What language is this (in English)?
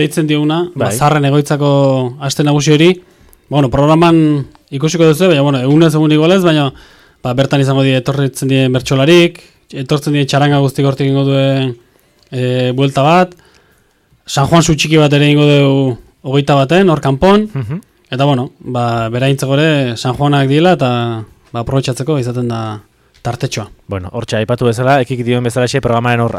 Basque